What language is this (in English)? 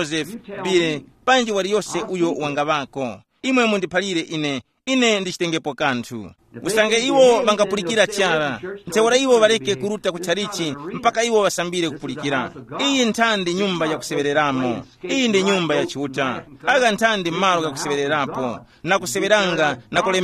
Tumbuka